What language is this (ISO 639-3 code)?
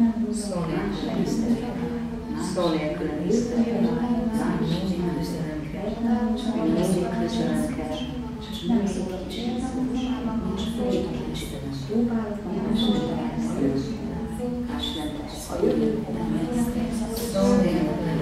hun